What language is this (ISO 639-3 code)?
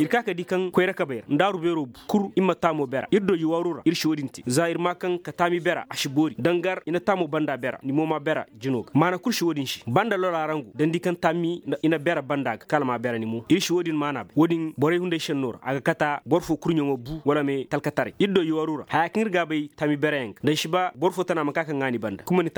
ses